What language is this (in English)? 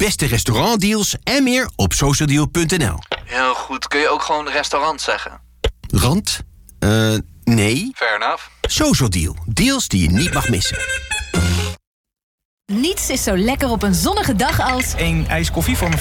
Dutch